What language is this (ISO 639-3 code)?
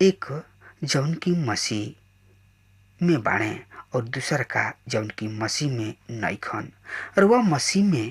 bho